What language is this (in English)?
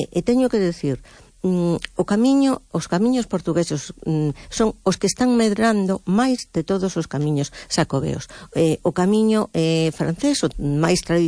Galician